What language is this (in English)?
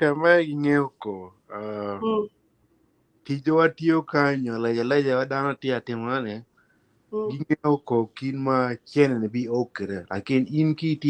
Acoli